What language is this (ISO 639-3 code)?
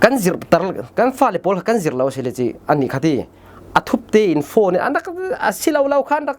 cfm